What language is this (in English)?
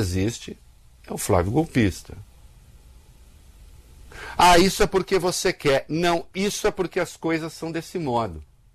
Portuguese